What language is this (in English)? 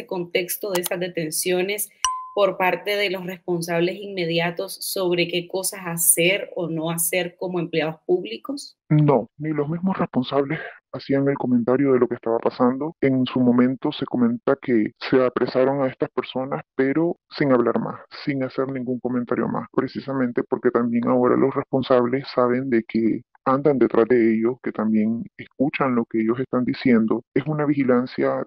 Spanish